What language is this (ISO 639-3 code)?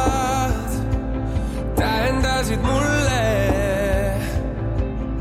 est